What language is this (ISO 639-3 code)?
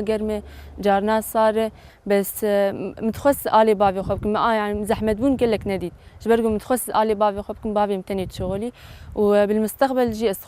kur